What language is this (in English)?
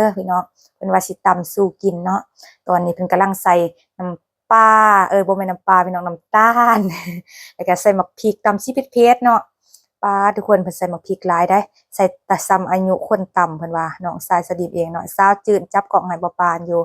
Lao